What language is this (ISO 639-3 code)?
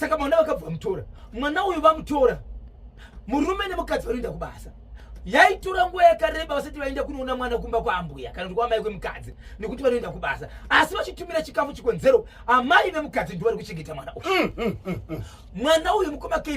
sna